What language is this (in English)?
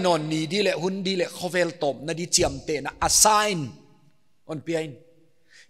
Paite Chin